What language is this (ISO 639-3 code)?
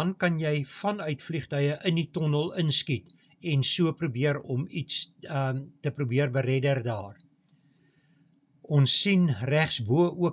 afr